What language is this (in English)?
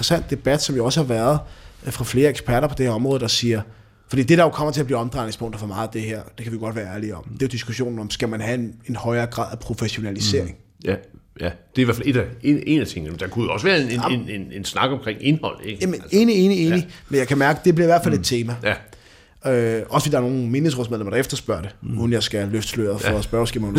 Danish